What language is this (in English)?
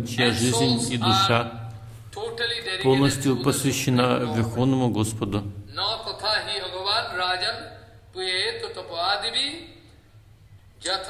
Russian